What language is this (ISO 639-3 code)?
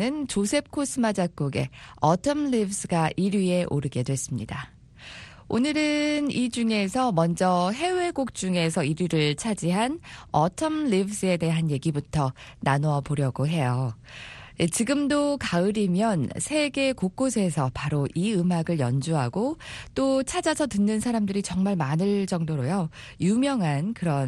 kor